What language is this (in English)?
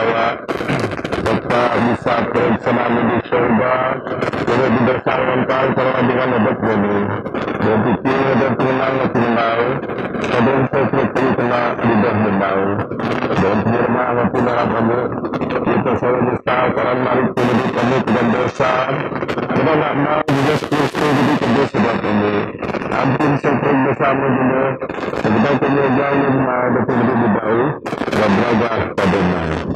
Biatah Bidayuh